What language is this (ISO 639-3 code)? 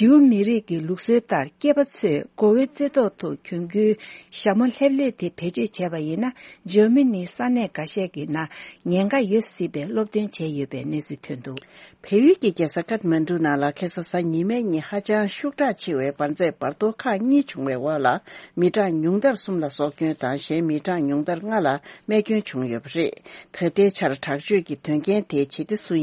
bod